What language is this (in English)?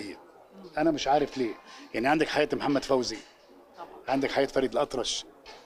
Egyptian Arabic